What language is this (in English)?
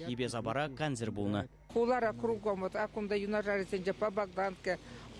Chuvash